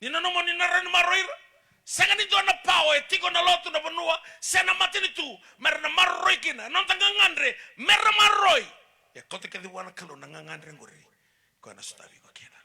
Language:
Fijian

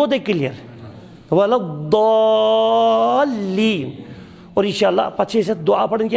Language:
Kashmiri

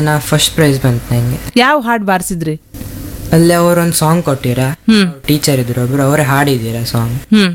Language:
Kannada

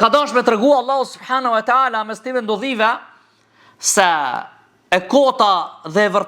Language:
Albanian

